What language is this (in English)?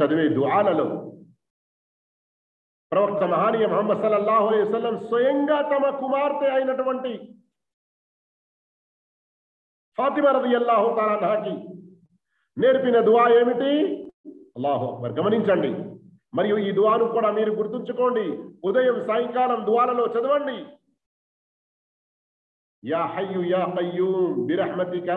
Telugu